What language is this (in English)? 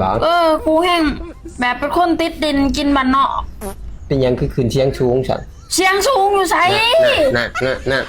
Northeastern Thai